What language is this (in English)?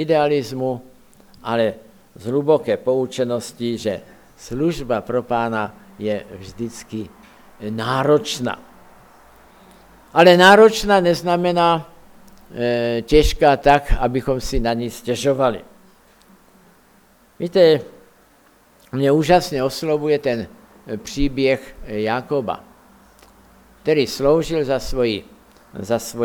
Czech